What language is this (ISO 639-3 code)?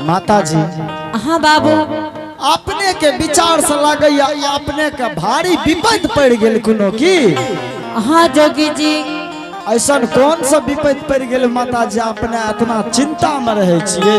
anp